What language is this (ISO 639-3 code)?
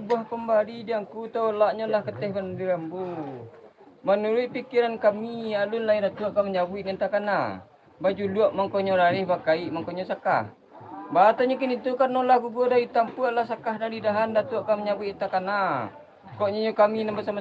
min